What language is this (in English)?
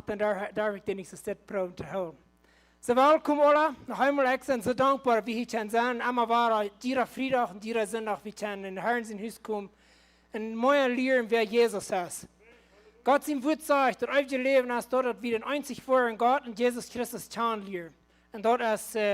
Plautdietsch